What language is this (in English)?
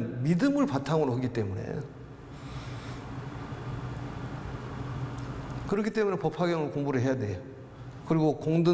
Korean